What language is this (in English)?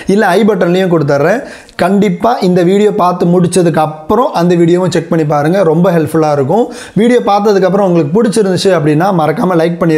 Tamil